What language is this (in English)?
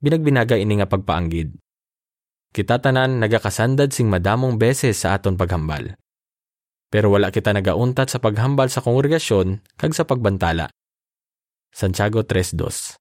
Hiligaynon